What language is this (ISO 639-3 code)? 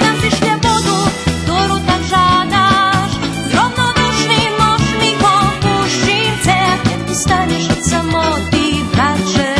rue